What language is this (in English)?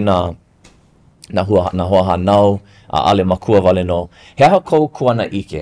Hawaiian